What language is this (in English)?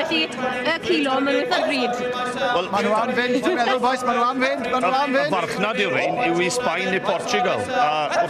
Welsh